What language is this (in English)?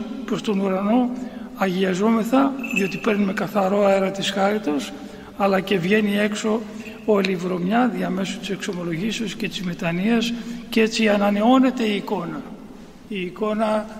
Greek